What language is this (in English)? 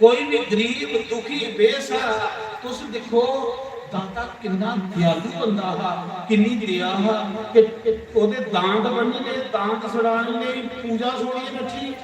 Dogri